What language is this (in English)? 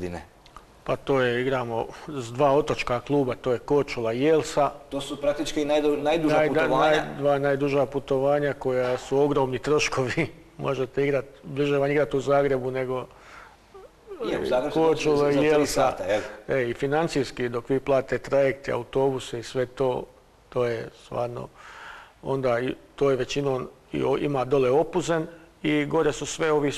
Croatian